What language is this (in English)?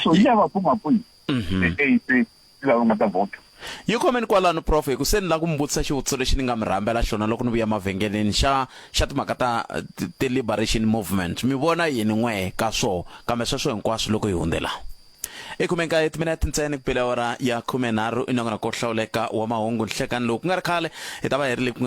Tsonga